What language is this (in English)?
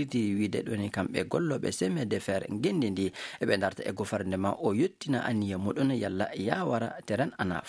Fula